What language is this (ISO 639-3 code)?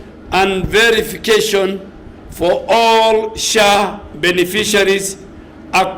kam